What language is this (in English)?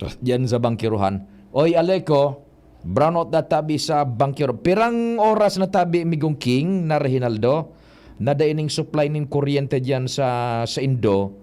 Bikol